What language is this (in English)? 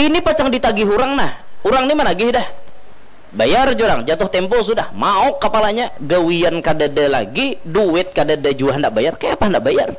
Banjar